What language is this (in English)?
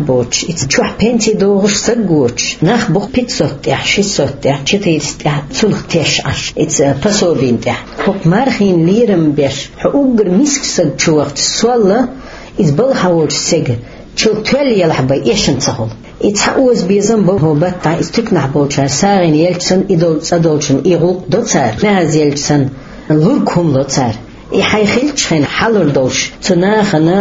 Chechen